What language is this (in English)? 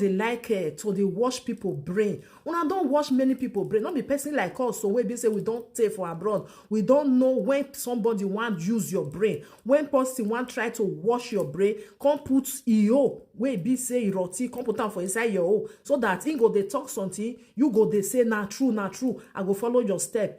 Nigerian Pidgin